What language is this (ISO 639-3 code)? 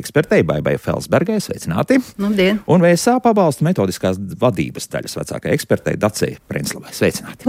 lav